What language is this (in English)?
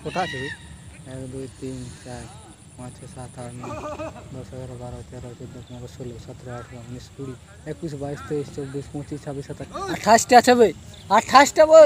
Sylheti